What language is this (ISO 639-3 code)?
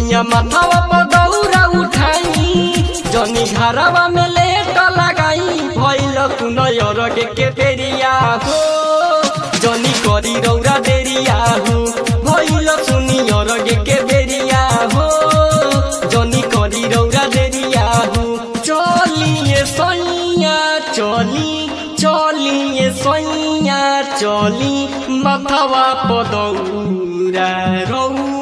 bho